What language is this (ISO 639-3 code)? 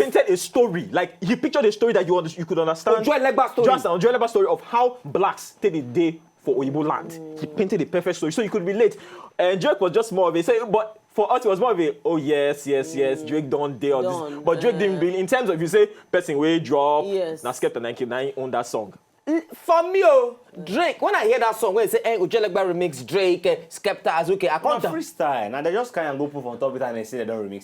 pcm